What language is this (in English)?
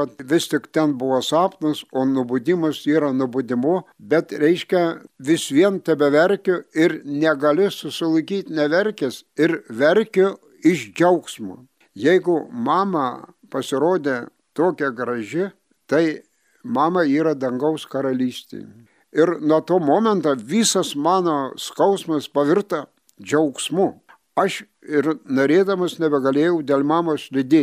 Lithuanian